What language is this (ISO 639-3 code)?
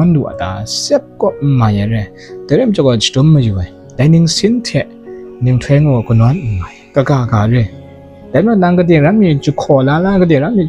kac